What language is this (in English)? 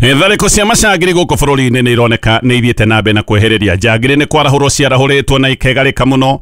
Kikuyu